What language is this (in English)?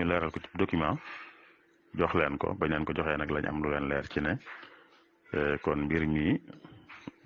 Wolof